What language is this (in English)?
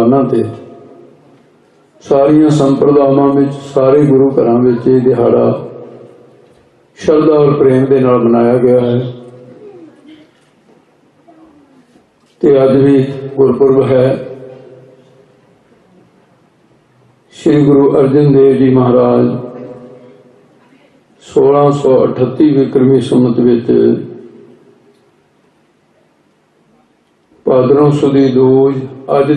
Punjabi